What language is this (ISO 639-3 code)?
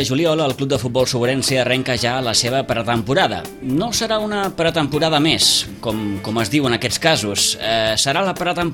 cat